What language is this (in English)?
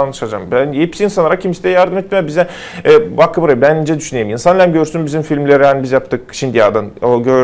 Gagauz